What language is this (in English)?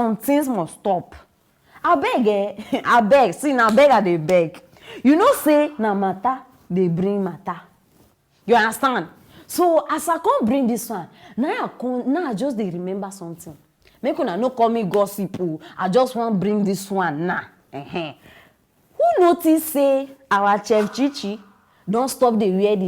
Nigerian Pidgin